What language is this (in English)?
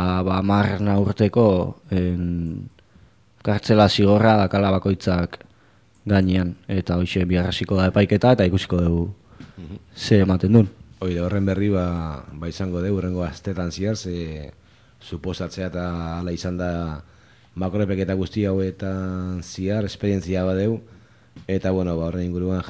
Basque